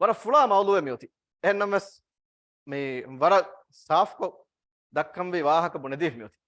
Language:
Divehi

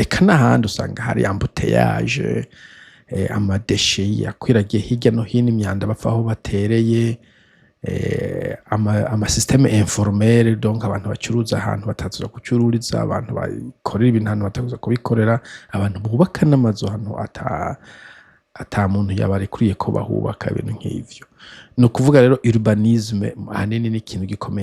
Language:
Rundi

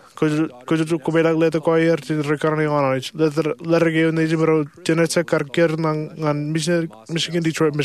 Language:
Marshallese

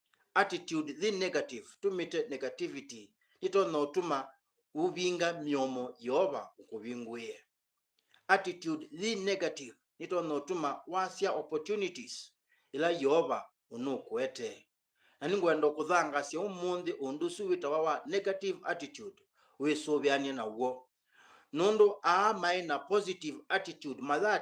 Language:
Kamba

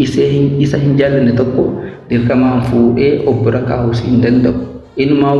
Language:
Oromo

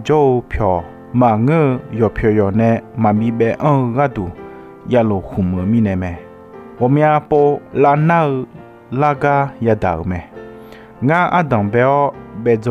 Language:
Akha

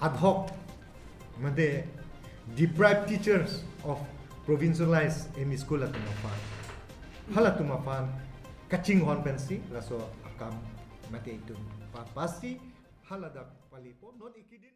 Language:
Karbi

